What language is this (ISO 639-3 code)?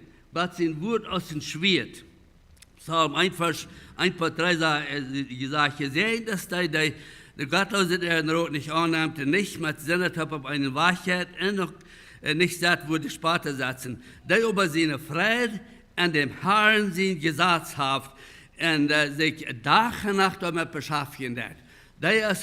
pdt